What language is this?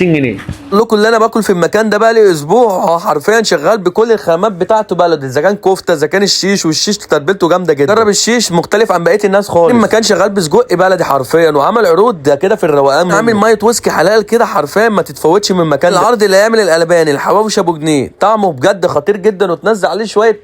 Egyptian Arabic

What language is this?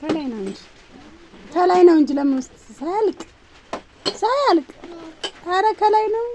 Amharic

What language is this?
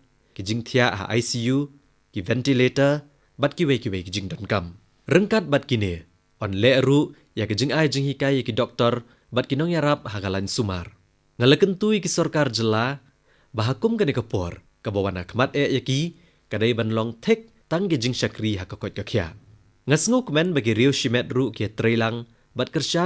Khasi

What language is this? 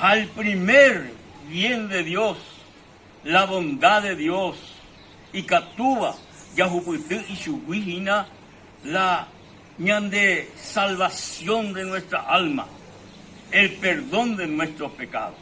Guarani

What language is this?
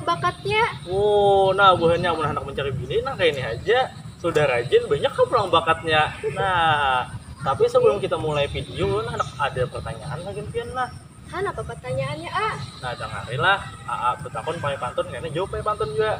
Banjar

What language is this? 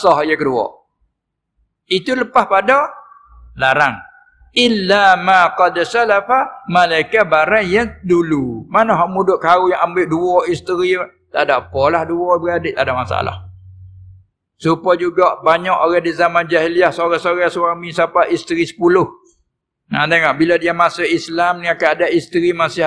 Malay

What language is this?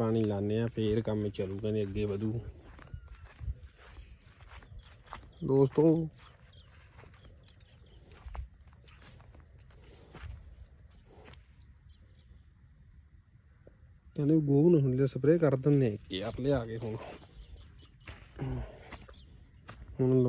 Punjabi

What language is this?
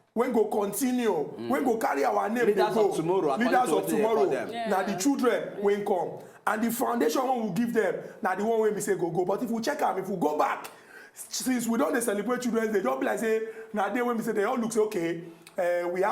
Nigerian Pidgin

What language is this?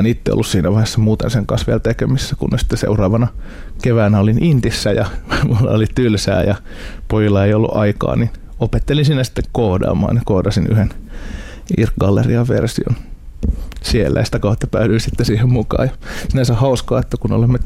Finnish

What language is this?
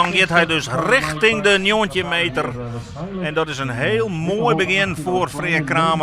Western Frisian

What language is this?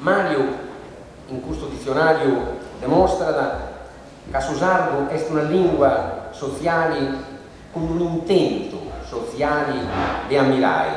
Sardinian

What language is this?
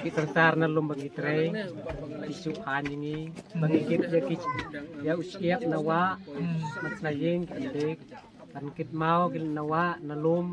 Khasi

